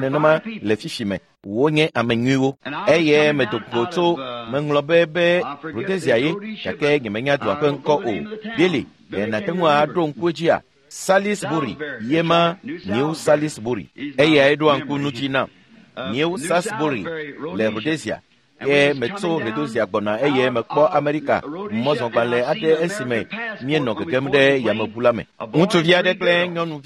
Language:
Ewe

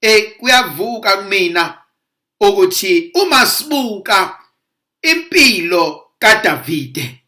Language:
Zulu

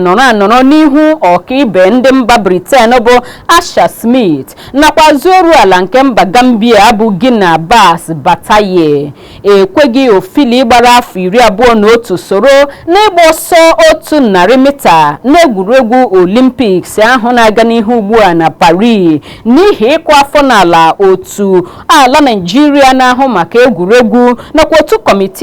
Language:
Igbo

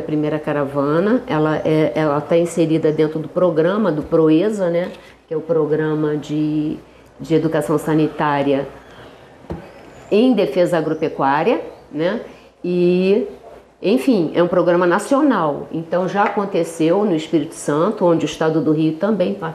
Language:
Portuguese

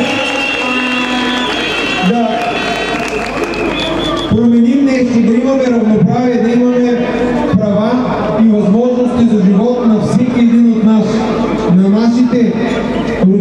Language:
Bulgarian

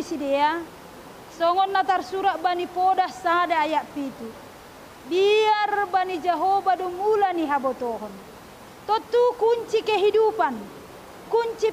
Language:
Batak Simalungun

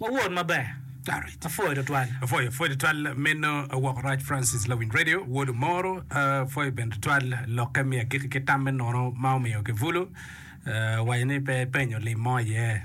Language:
Acoli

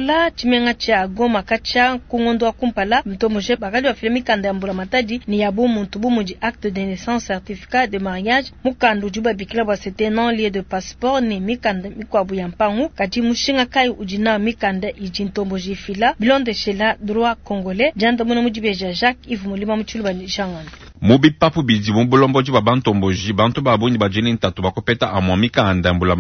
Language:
Luba-Lulua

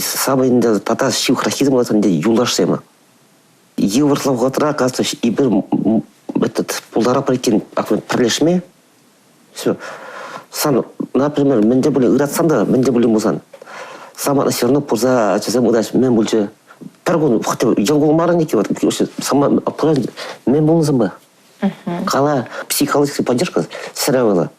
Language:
Chuvash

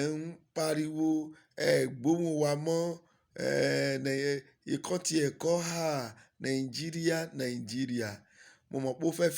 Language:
Yoruba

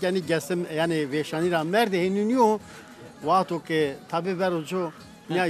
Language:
Zaza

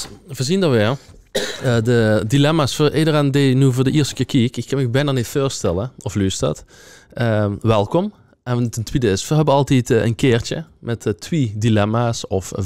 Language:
Limburgish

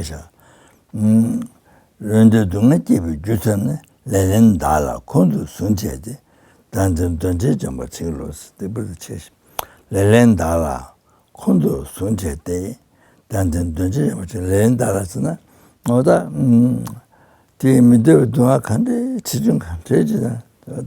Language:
Tibetan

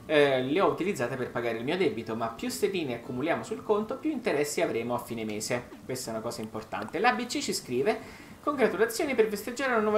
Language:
Italian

